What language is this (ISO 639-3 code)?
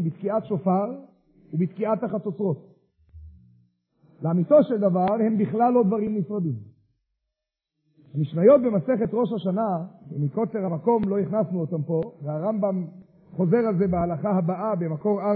heb